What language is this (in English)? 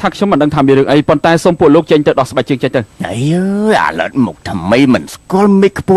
Khmer